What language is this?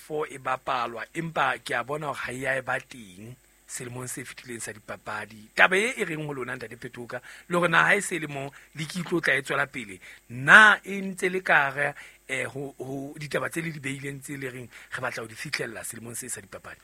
Southern Sotho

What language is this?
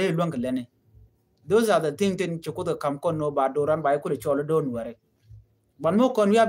Nuer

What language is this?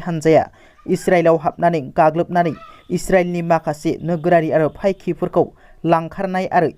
Bodo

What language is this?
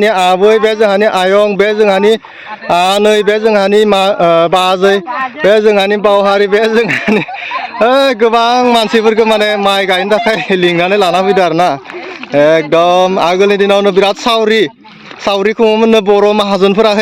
Bodo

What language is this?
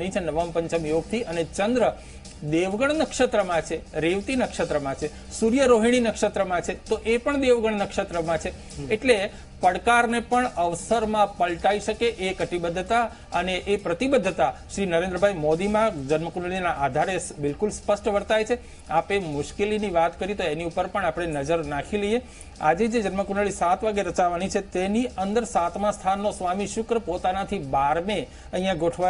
Gujarati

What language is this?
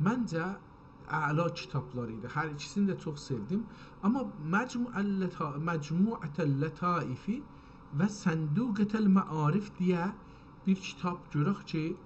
South Azerbaijani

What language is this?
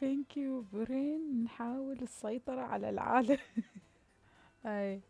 Mesopotamian Arabic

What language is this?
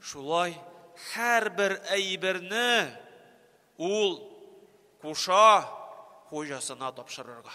Tatar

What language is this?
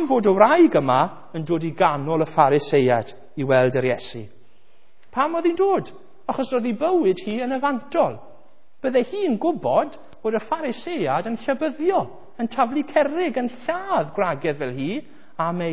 Welsh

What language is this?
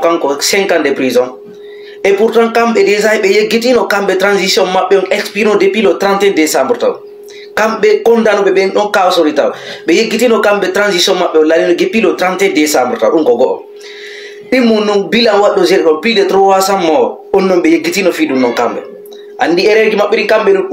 Fula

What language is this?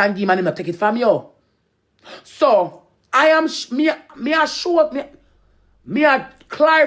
Jamaican Creole English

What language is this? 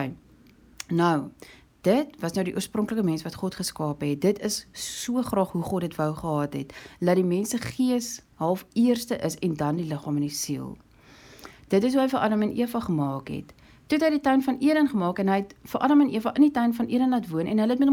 Afrikaans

